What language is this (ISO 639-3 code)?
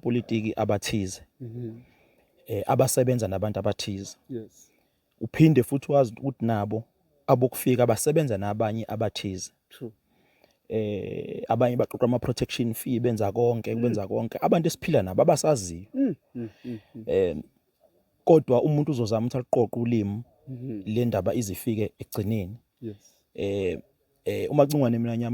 zul